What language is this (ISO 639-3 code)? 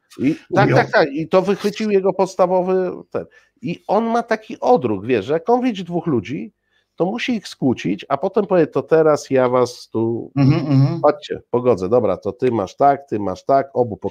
pol